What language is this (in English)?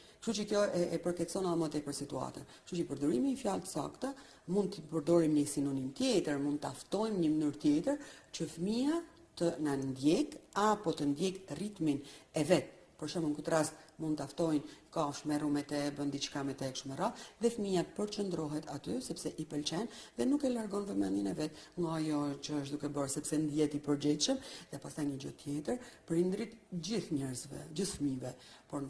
Albanian